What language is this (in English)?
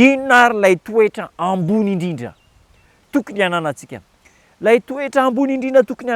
Malagasy